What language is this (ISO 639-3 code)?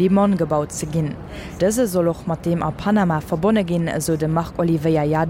ltz